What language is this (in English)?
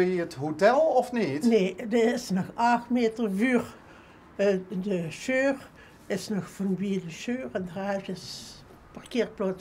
Limburgish